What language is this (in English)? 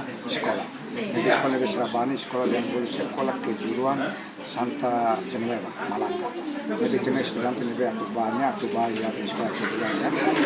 Tetum